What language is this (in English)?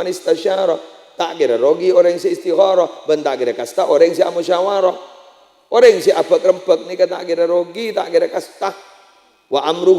Madurese